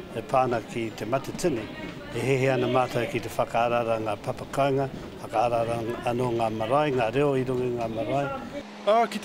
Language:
Māori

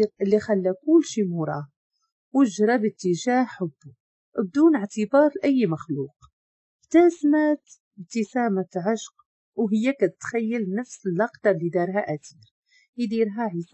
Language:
Moroccan Arabic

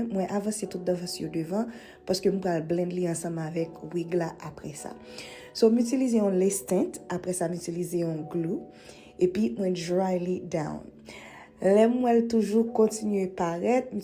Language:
Haitian Creole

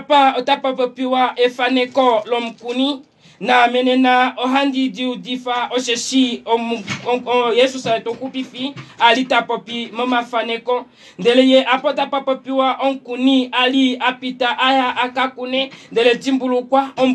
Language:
Kuanyama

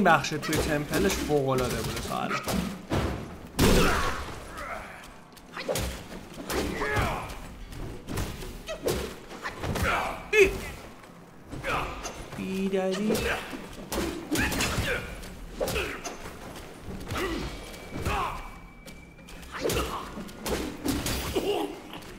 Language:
Persian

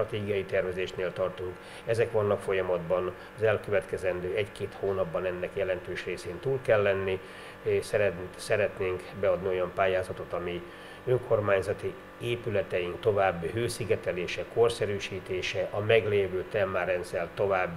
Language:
Hungarian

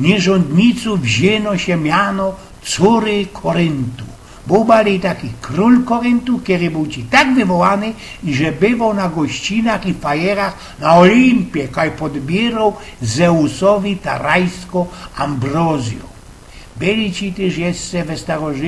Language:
Silesian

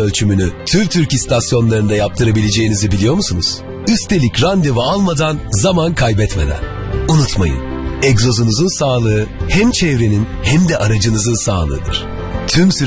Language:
Turkish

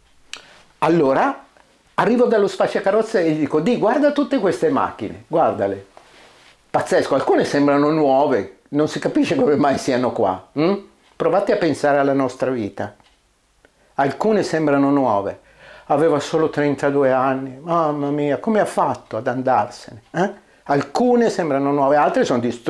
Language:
Italian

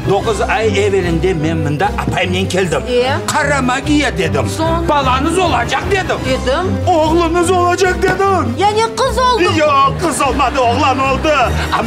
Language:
Crimean Tatar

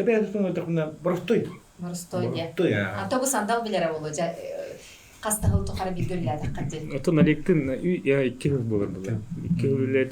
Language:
Yakut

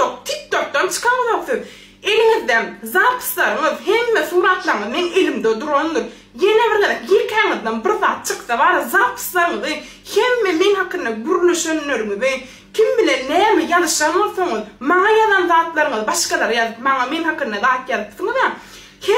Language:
Turkmen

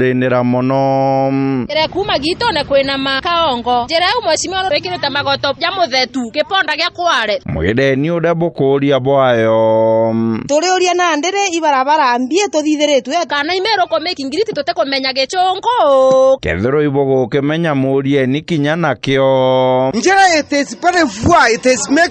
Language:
Meru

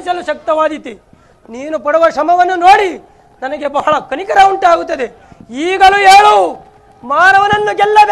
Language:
Kannada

